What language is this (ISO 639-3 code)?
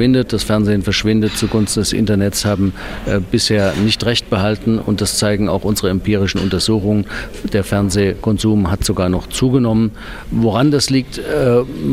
deu